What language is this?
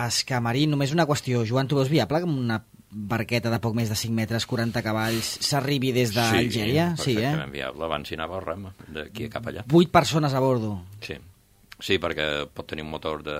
Catalan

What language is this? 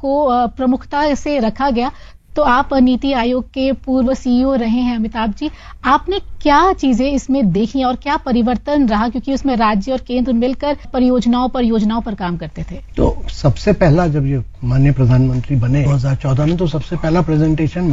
Hindi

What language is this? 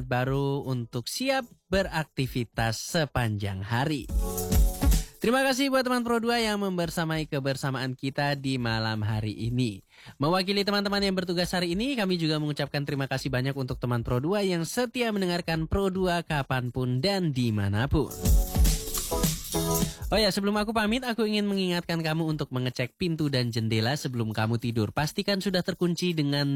Indonesian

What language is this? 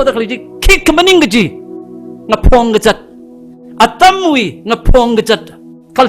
Tangkhul Naga (India)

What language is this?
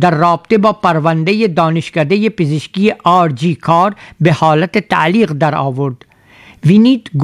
Persian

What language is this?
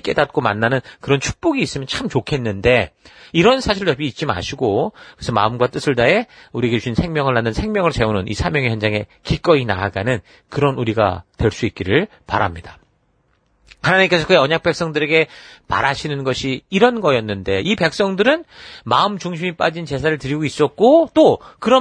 Korean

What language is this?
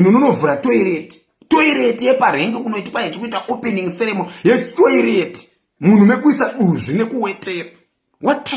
Shona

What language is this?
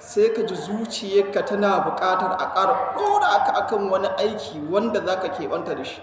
Hausa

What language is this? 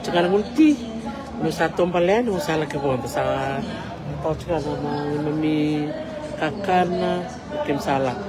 Fijian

